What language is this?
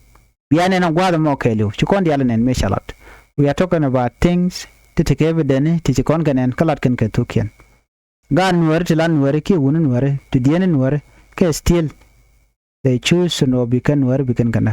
Nuer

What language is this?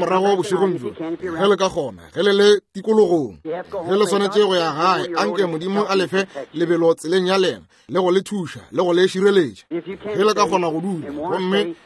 Northern Sotho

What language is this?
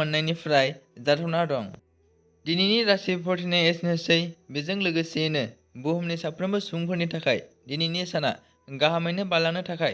Bodo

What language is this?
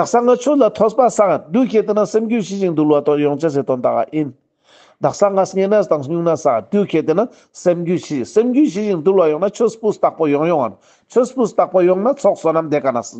Ladakhi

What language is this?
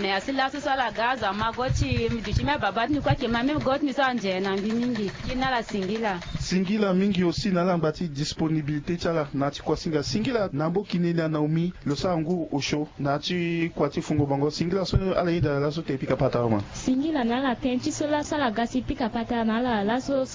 Sango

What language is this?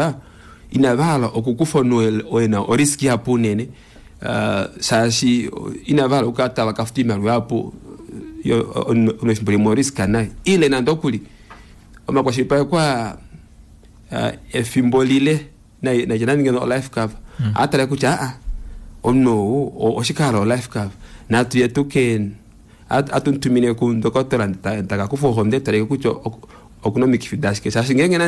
Kuanyama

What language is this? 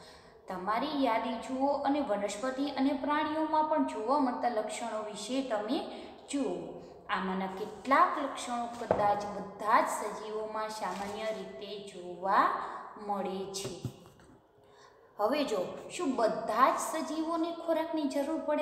Gujarati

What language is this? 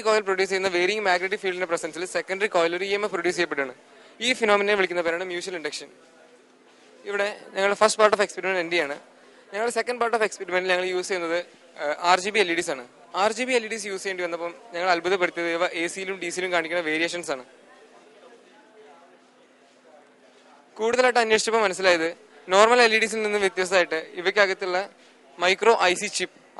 Malayalam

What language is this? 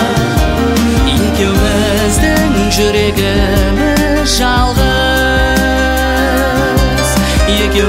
Kazakh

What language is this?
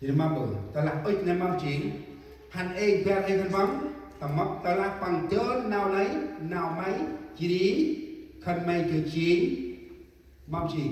Central Mnong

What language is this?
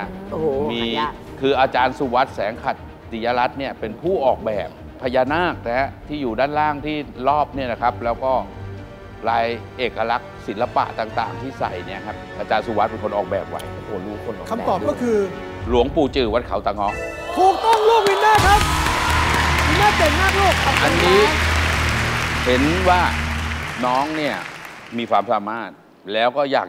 Thai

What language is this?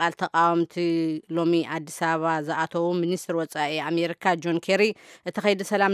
Tigrinya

